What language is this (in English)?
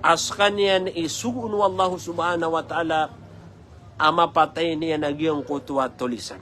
Maranao